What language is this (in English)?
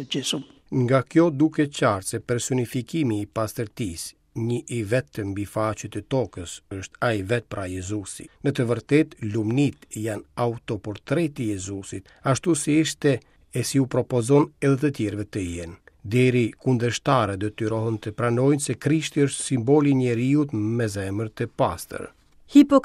Albanian